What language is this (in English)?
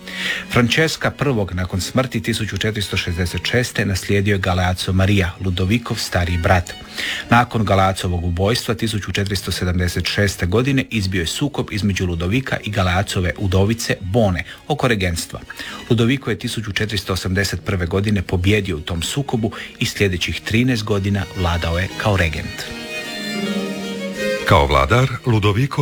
Croatian